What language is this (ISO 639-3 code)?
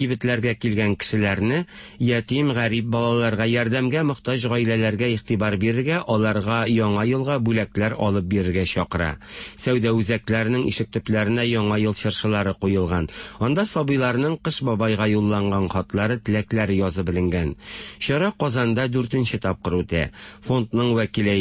tat